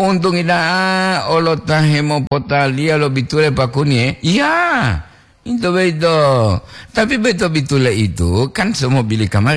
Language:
Gorontalo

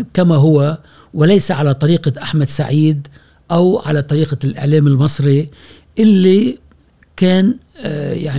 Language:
Gulf Arabic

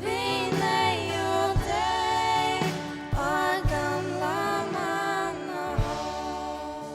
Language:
Faroese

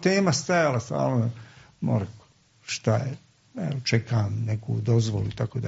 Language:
Serbian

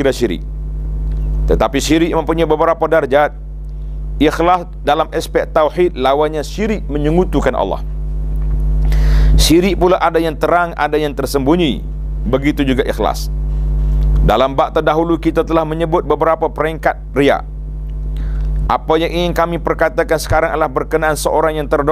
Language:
Malay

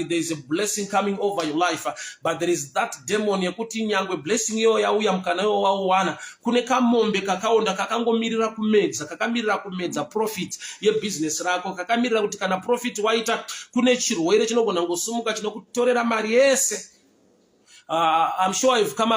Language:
Shona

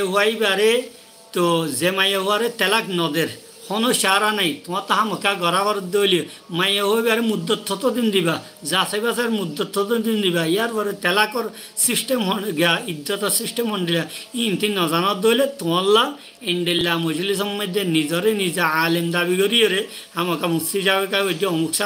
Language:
Rohingya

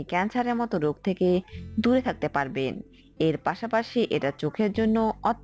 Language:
Bangla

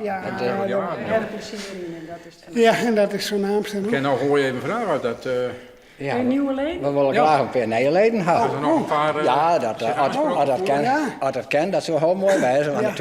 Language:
Western Frisian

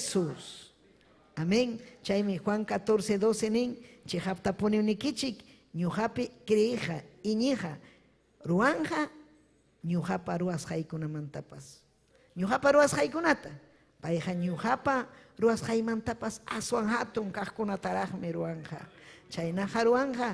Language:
Ayacucho Quechua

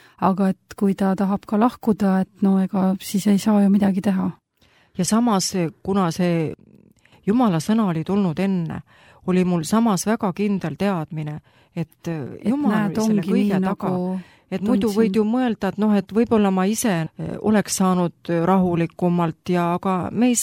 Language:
Estonian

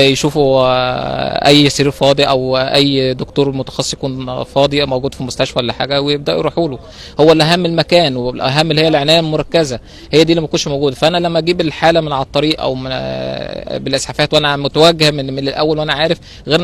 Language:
Egyptian Arabic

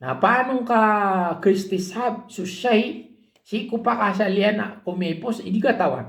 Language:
Maranao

